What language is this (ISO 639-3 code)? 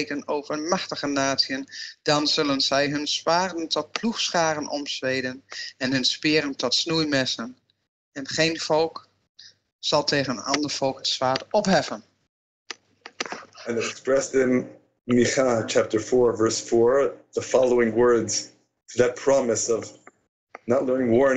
nld